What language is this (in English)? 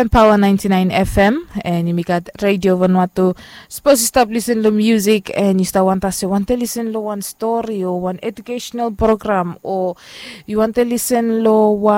Bislama